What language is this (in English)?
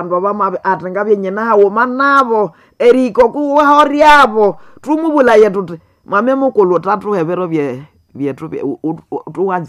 Nande